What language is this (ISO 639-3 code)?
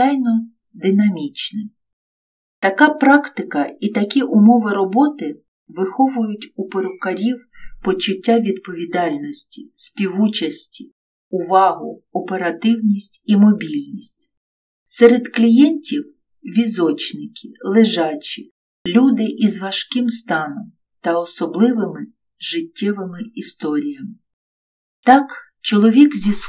ukr